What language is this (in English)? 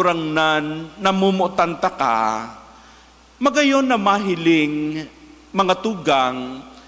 Bikol